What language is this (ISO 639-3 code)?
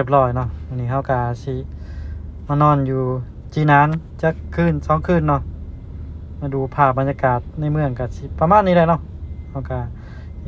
lao